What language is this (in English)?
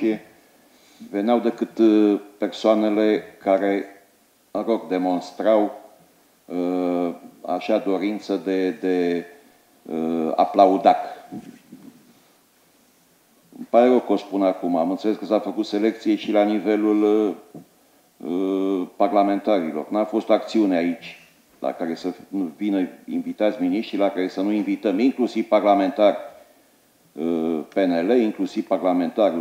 Romanian